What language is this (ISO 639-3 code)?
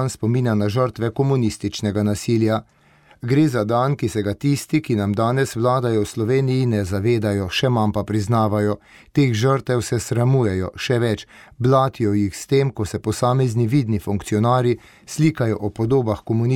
slv